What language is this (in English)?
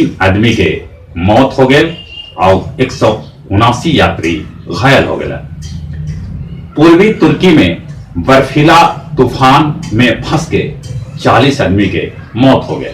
Magahi